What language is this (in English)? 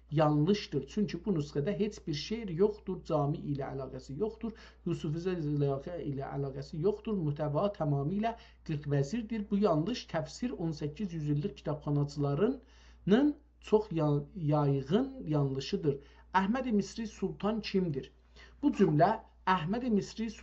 South Azerbaijani